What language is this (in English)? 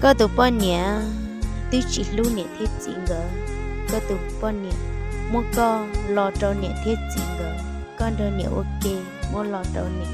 Hmong